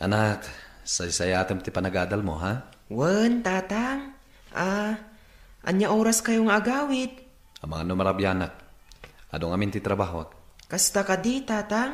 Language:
Iloko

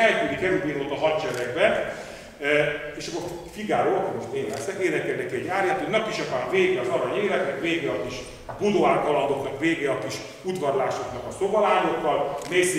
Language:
Hungarian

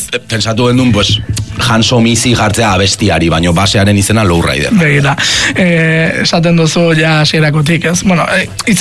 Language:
Basque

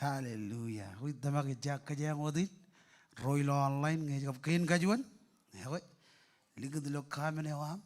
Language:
Marshallese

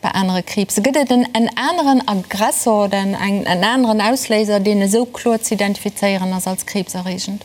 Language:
Luxembourgish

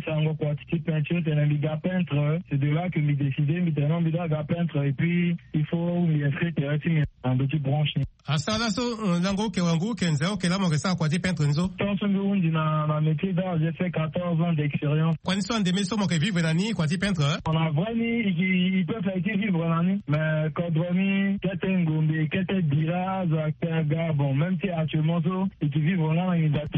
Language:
Sango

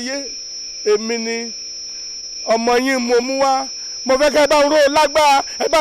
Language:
Yoruba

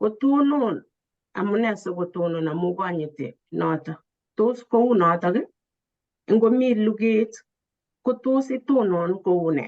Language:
Kalenjin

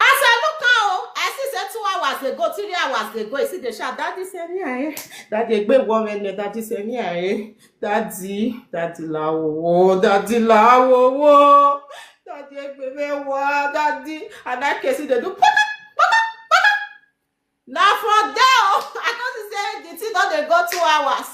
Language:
Nigerian Pidgin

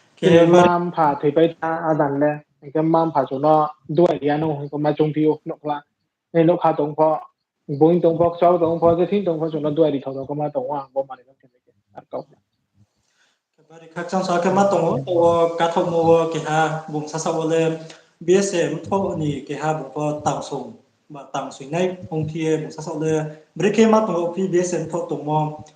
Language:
Riang (India)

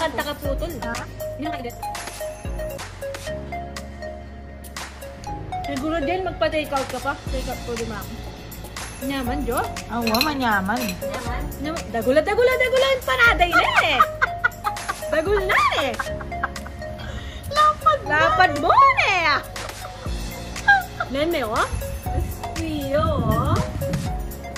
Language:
Pampanga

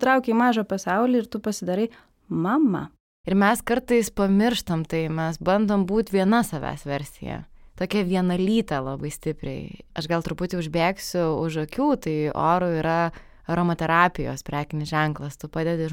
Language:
Lithuanian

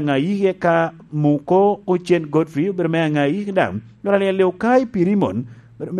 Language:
Lango (Uganda)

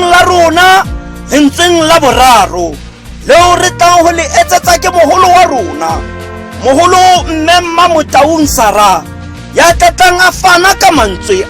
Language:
Tswana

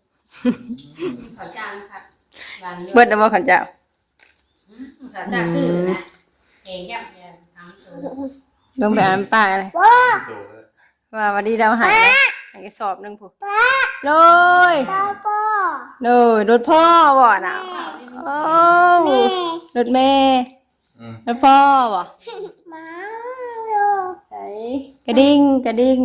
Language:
Northeastern Thai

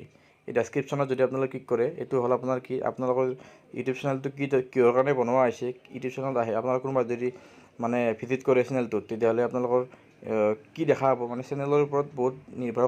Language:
Assamese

